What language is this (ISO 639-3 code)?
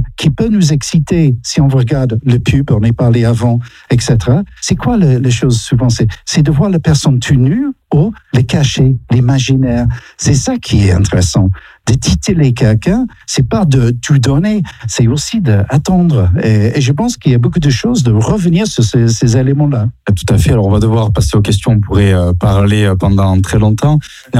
fra